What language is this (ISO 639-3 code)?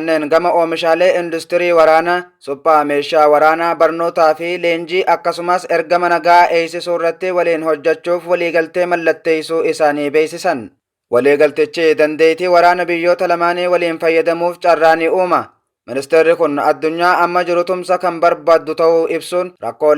orm